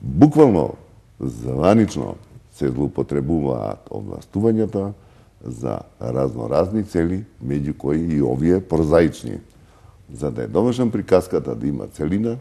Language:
Macedonian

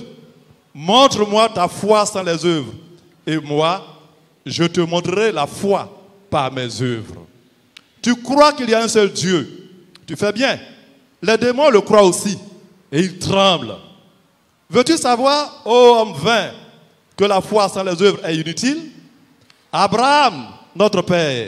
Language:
French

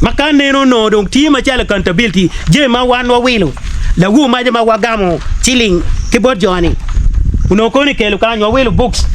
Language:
Acoli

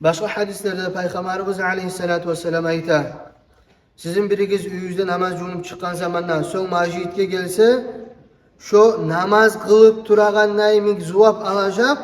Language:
Kumyk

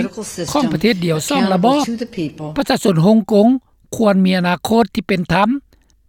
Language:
Lao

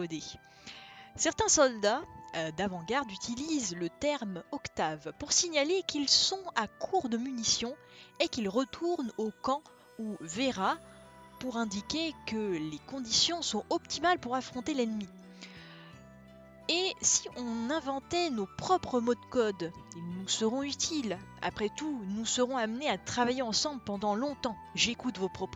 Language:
French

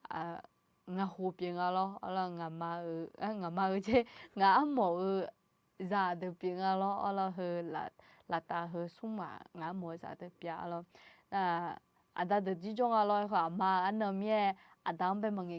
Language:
Akha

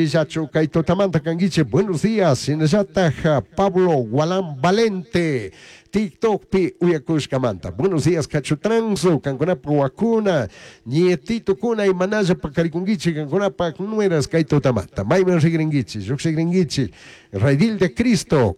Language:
Chimborazo Highland Quichua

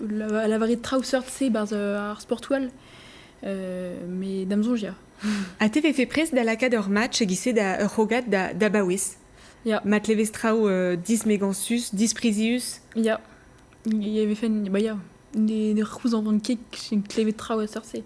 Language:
Breton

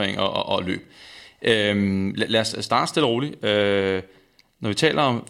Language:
Danish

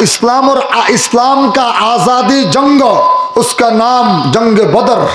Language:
Rohingya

